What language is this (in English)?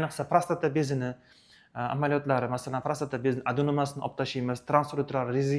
Uzbek